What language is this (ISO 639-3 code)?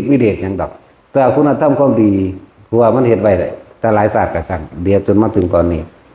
lao